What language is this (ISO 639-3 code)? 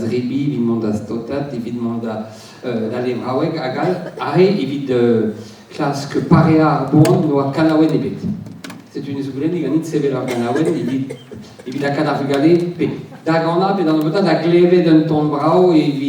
bre